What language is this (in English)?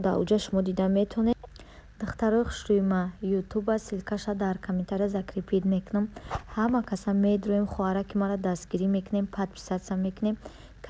Tajik